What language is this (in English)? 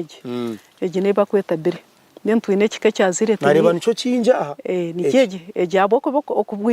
Nyankole